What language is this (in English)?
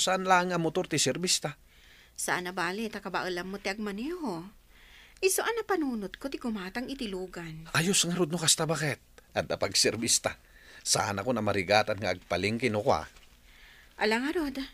Iloko